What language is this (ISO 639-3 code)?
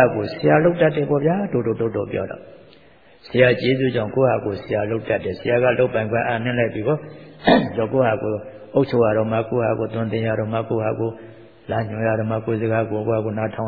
mya